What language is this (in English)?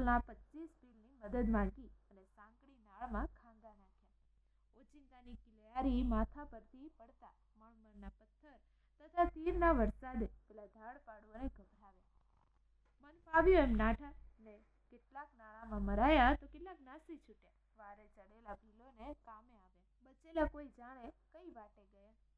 Gujarati